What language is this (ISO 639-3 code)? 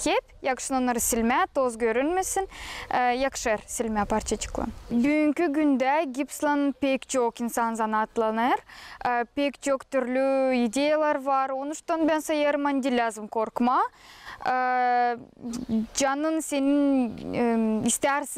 gag